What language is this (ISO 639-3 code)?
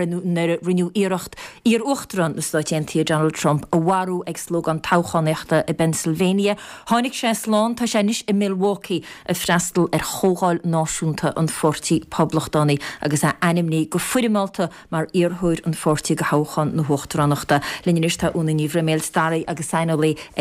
gle